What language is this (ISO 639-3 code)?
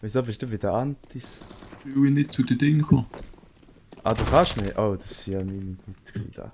gsw